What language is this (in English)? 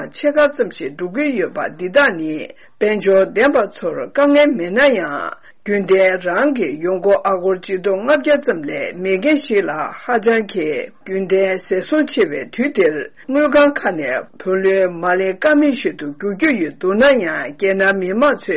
Tibetan